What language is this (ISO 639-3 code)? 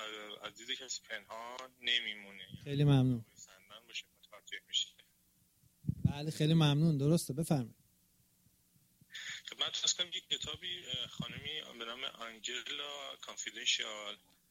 fas